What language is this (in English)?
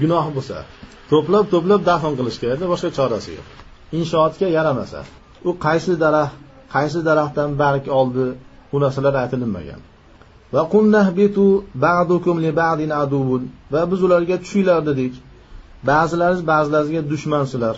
Uzbek